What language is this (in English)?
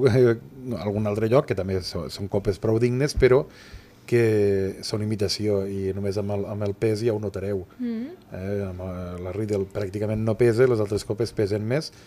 Catalan